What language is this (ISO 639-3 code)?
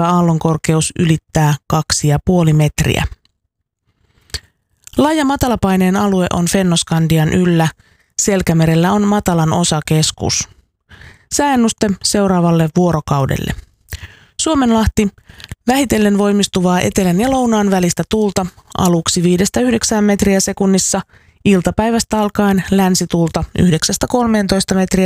fin